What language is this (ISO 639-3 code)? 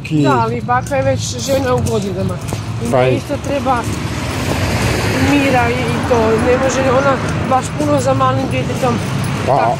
hrv